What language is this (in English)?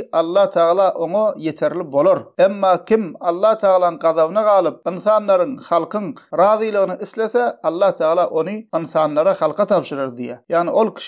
Turkmen